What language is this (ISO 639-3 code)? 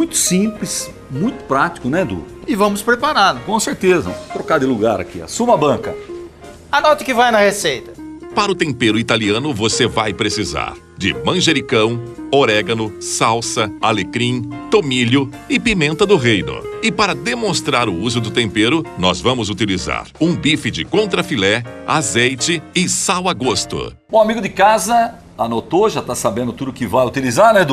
por